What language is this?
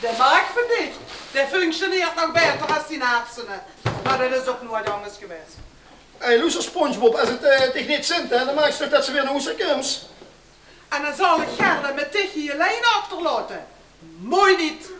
Limburgish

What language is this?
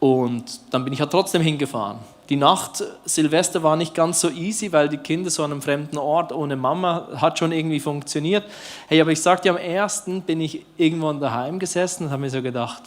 Swiss German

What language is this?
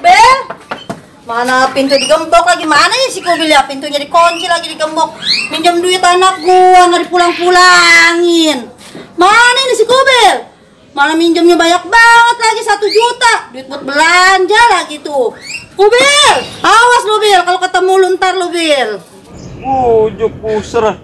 Betawi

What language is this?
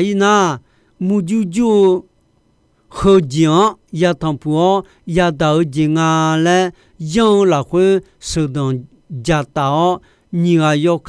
Akha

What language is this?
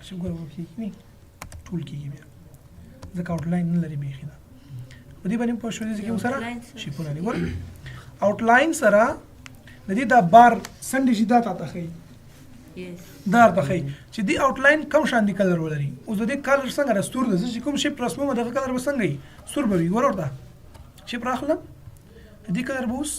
Pashto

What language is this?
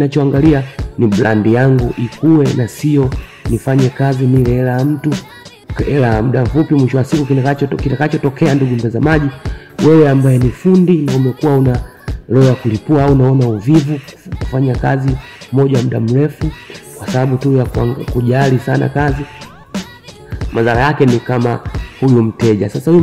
Swahili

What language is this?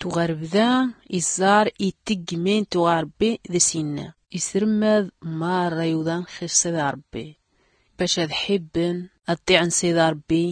Tachelhit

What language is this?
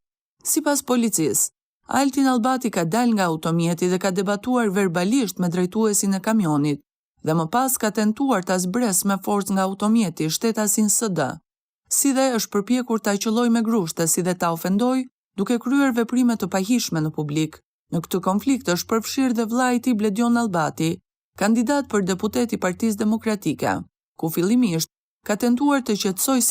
Albanian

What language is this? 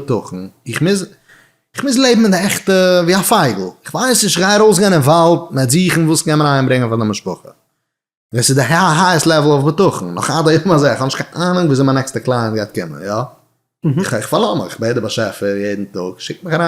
Yiddish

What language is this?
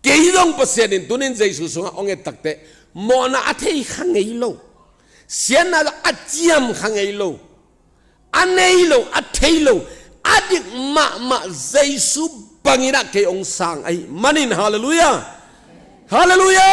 Tedim Chin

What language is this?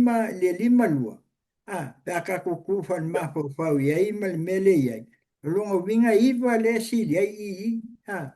Samoan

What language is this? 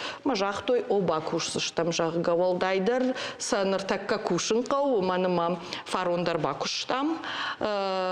Ossetic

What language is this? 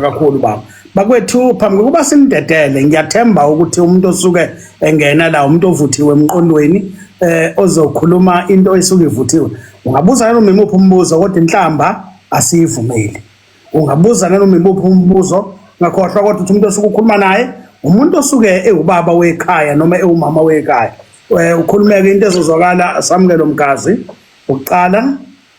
Zulu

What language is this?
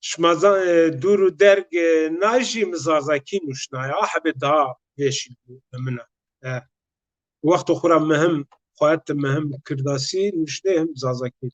Zaza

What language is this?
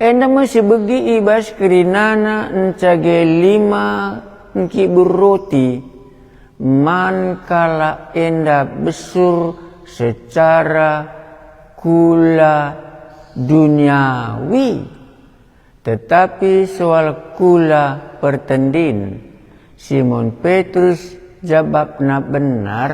Batak Karo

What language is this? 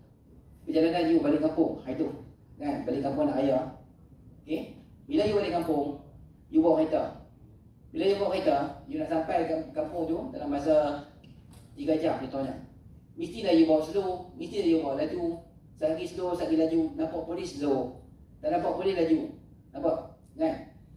Malay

